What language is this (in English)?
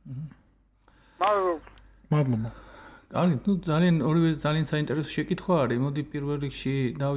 Georgian